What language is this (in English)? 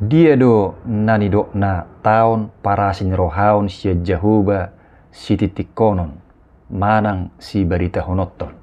Batak Toba